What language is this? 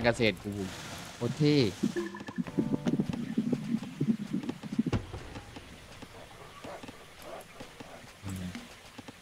Thai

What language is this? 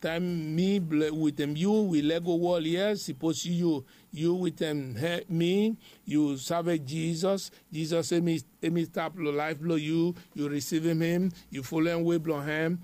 Bislama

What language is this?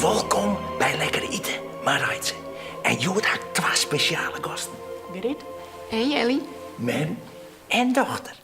Western Frisian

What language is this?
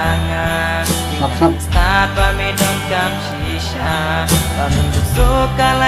Khasi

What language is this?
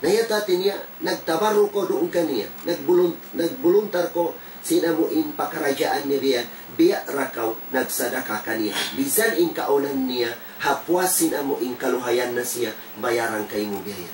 Tausug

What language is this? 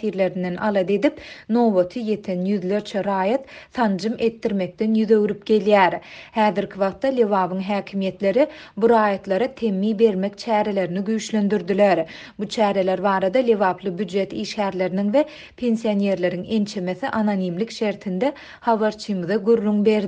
Turkmen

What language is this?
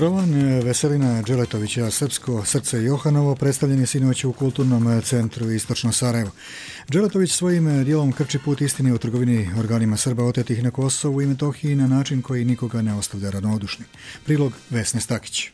Serbian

